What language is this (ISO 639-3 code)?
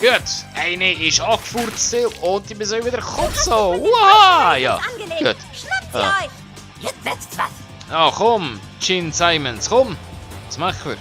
gsw